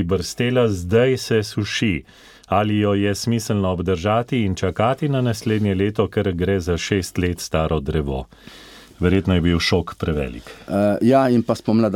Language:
Slovenian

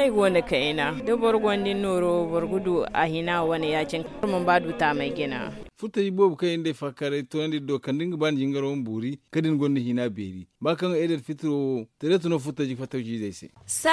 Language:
Zarma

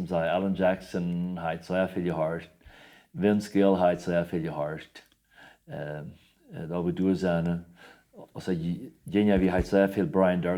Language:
Plautdietsch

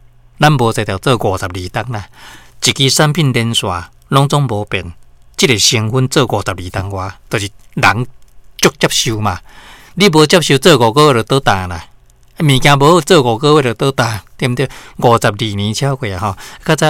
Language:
Min Nan Chinese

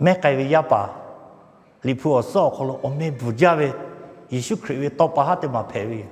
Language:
Lahu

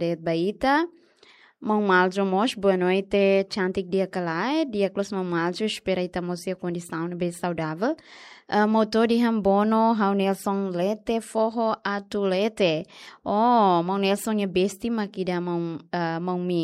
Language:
Tetum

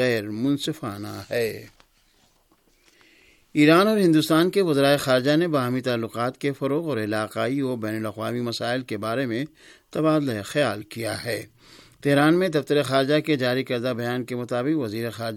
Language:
Urdu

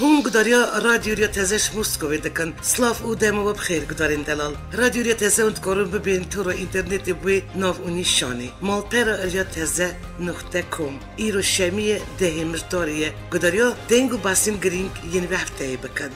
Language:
Kurdish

